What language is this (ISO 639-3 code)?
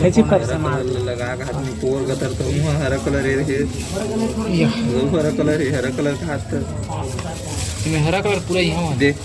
hne